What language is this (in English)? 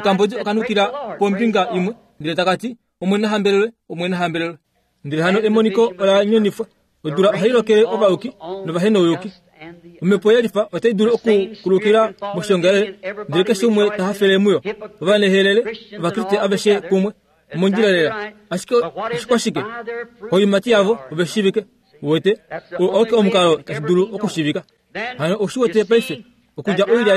Kuanyama